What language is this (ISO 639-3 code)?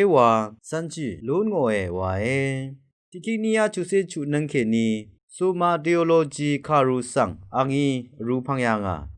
raw